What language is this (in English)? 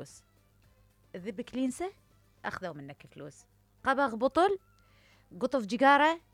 Mesopotamian Arabic